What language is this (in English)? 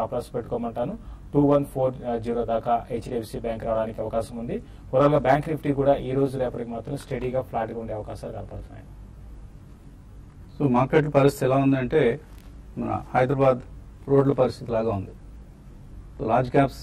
Telugu